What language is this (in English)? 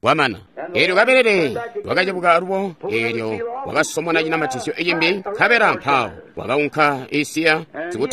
Tonga (Zambia)